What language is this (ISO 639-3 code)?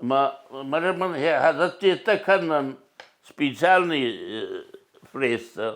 oss